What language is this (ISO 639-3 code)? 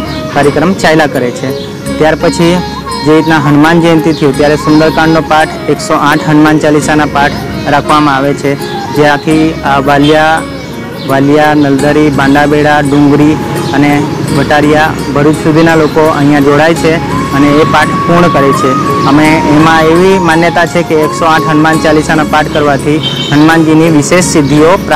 guj